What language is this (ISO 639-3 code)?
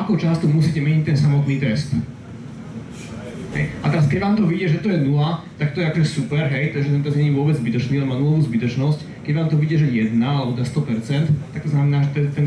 slk